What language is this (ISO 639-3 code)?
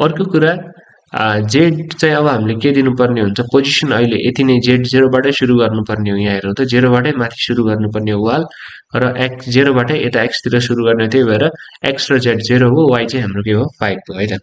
nep